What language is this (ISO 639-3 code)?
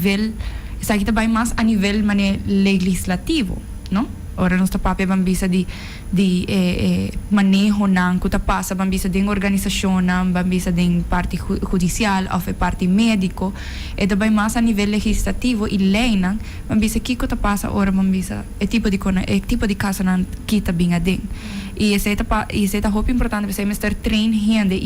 pap